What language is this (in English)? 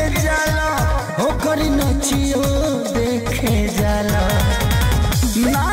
Bhojpuri